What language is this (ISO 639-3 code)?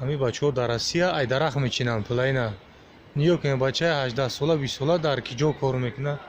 tgk